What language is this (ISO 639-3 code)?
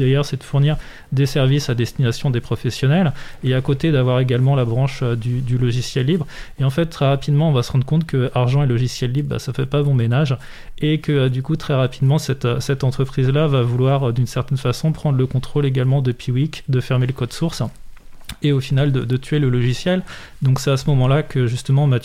fra